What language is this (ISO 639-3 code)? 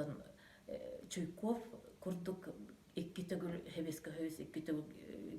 sah